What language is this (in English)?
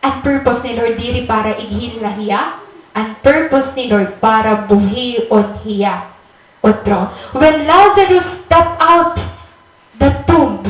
Waray